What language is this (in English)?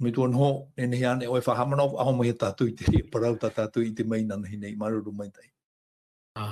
Tahitian